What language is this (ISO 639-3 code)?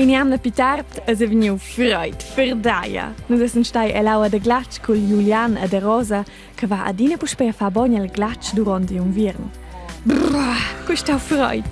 roh